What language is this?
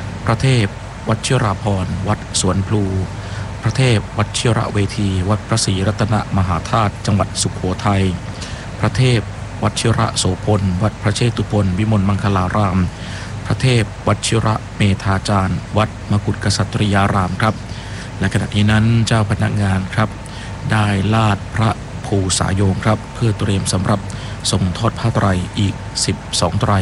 Thai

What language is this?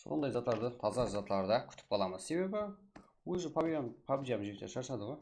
Kara-Kalpak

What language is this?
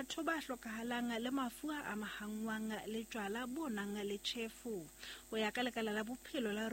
Southern Sotho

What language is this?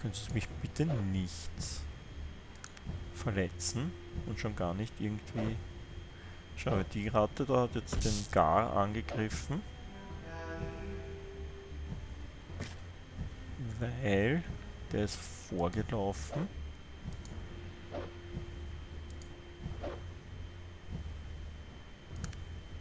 German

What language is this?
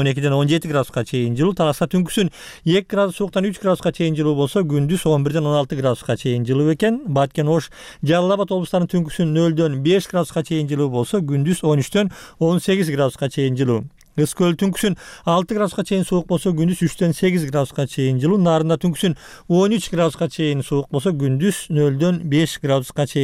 Kyrgyz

